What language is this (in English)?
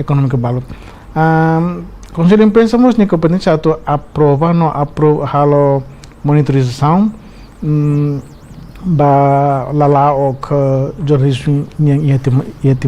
Tetum